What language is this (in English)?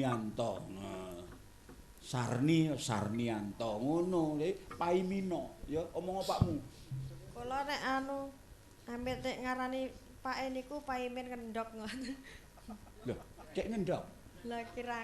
Javanese